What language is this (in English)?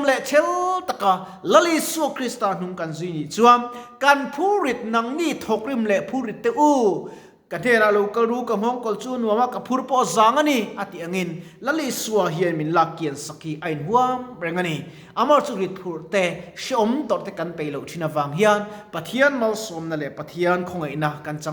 Mizo